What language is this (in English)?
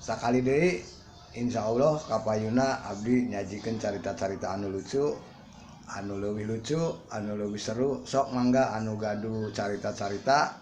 Sundanese